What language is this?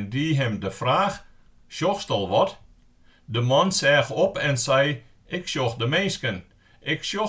Western Frisian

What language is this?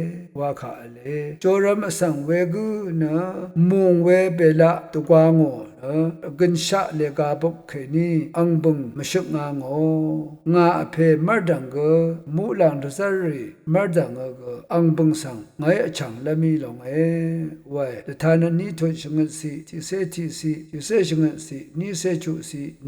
Rawang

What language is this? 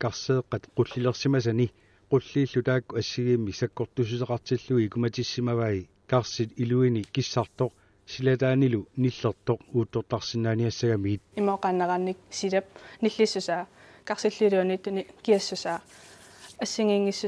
Kalaallisut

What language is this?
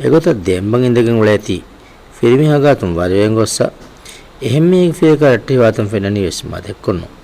Divehi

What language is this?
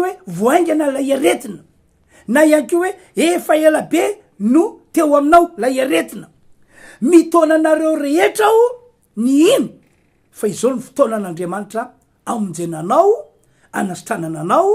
Malagasy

